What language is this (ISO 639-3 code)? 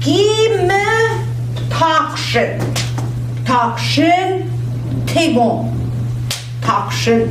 ojc